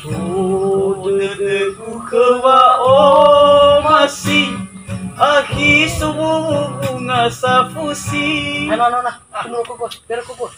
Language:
Nias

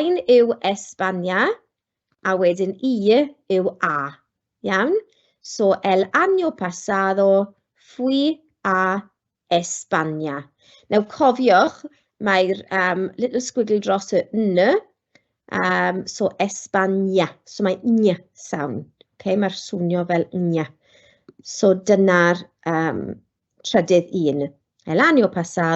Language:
Welsh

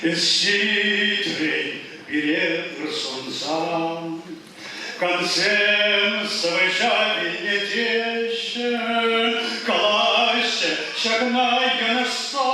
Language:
Chuvash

